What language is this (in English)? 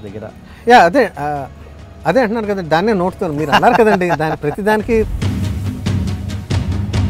Telugu